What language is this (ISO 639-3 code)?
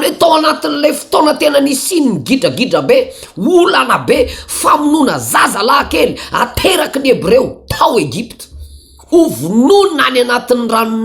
mlg